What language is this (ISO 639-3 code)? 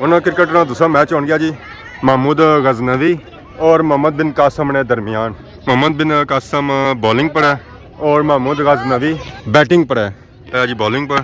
phr